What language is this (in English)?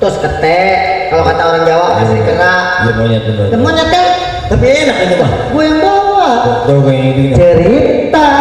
Betawi